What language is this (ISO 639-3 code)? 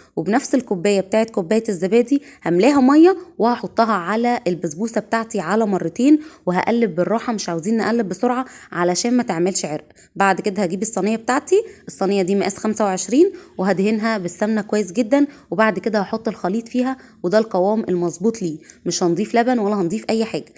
arz